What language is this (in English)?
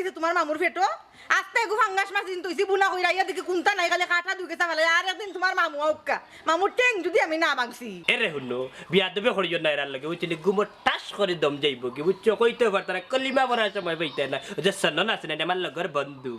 Sylheti